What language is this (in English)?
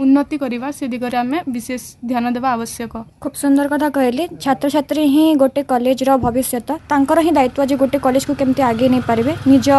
Odia